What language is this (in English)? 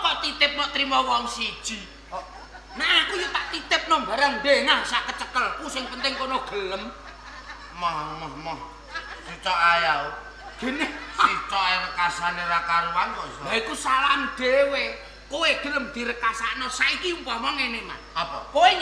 Javanese